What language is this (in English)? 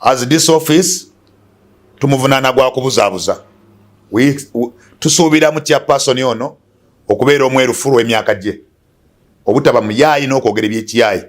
Ganda